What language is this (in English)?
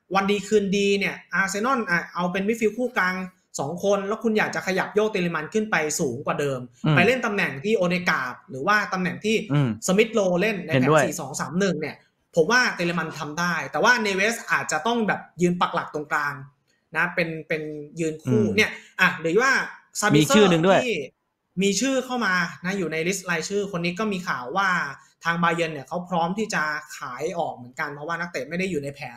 Thai